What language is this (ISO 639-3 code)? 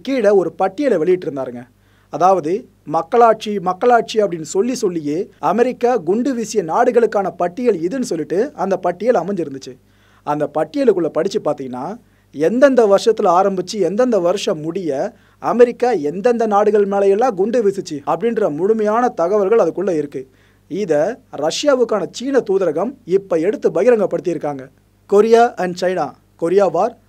tam